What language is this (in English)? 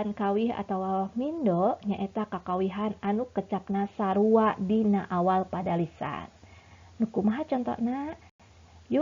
Sundanese